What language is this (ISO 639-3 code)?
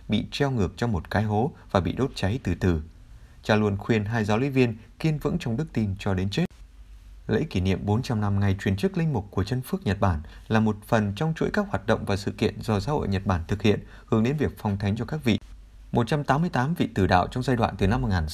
vie